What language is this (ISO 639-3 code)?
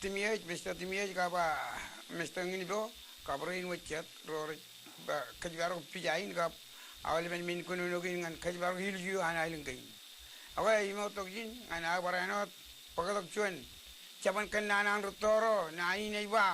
mah